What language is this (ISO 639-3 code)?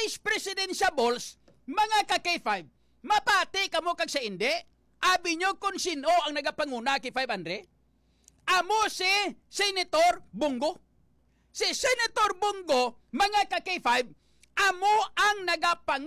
hil